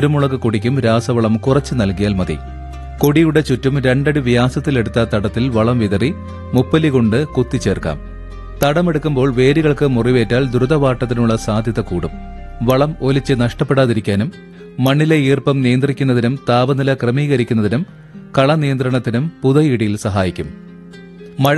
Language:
Malayalam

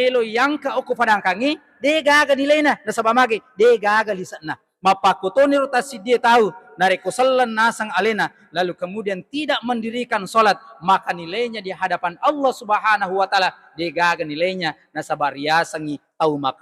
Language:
Buginese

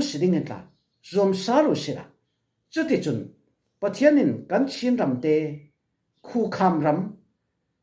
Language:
Falam Chin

